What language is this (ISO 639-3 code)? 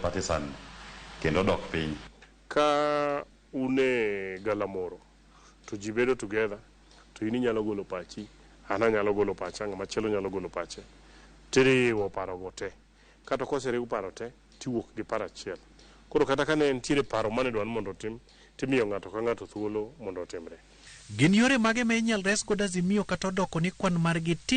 luo